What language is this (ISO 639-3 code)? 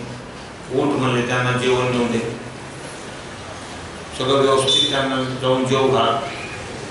mar